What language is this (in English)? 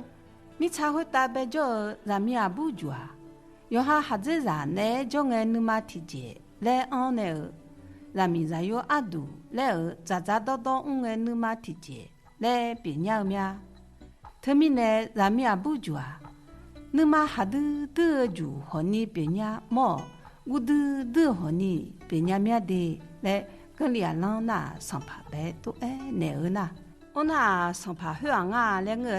Akha